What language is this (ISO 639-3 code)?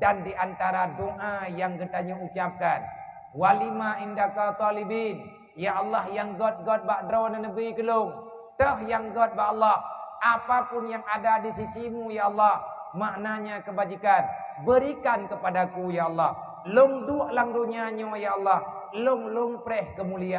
ace